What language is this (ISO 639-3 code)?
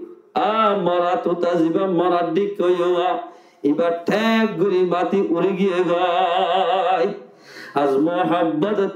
rhg